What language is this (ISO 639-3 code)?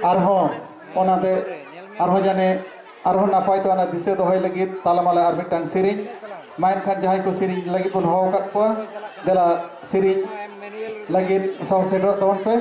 sat